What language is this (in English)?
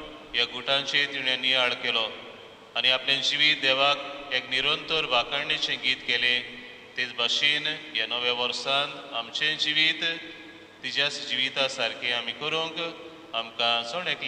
Konkani